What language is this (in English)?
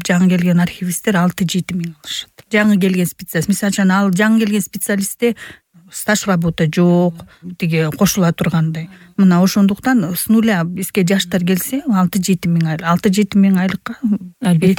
Kyrgyz